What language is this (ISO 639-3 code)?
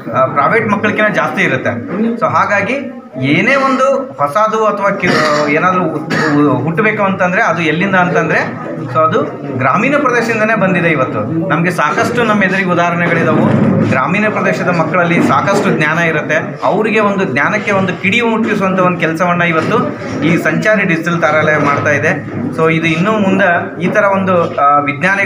kan